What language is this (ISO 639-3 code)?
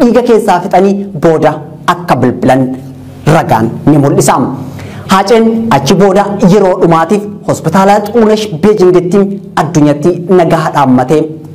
orm